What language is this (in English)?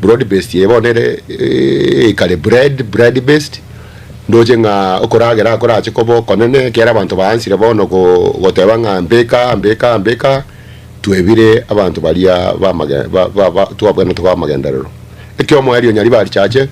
Gusii